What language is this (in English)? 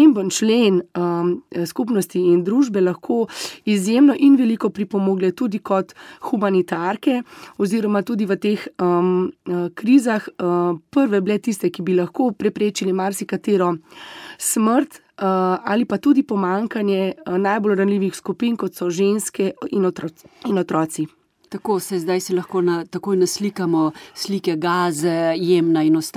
Slovenian